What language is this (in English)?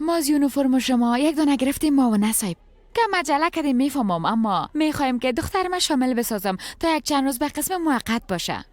Persian